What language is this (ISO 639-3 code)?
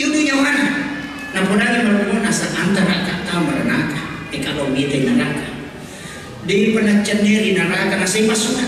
bug